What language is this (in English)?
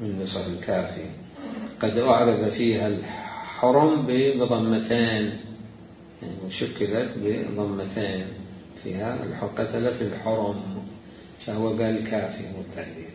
Mesopotamian Arabic